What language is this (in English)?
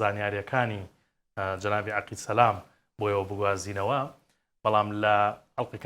Central Kurdish